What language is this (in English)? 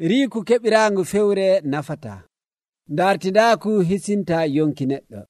Nigerian Fulfulde